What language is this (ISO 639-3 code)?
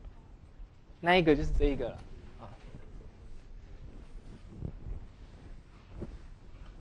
zho